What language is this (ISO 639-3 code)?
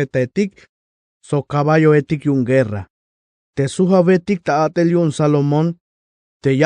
tzh